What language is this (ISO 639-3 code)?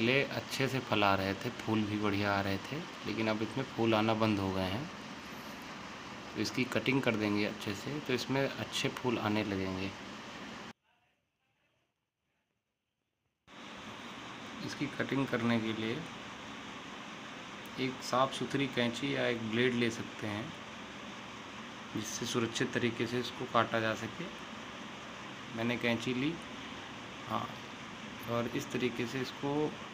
hin